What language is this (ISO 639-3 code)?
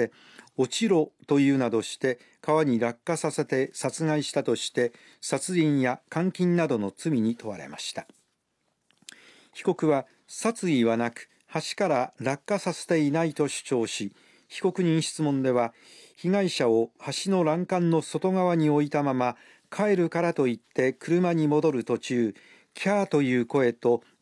jpn